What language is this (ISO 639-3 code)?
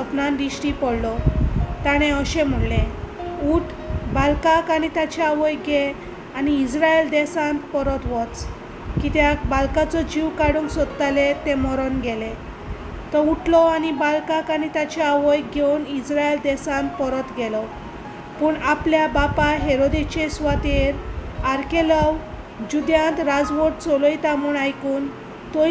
kok